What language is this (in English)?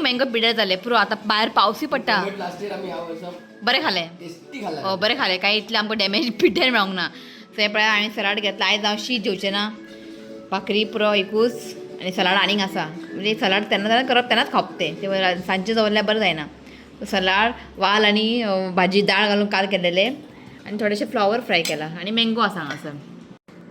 Konkani